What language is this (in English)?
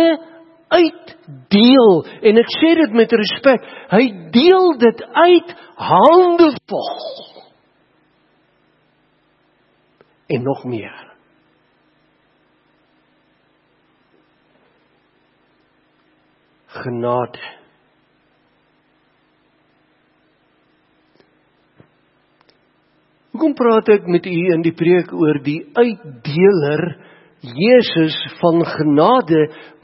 Afrikaans